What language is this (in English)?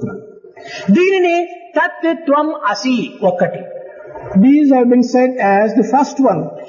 Telugu